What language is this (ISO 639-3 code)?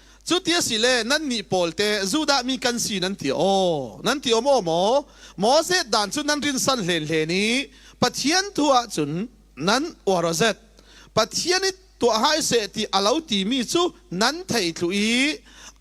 cfm